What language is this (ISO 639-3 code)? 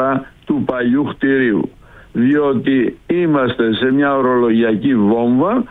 ell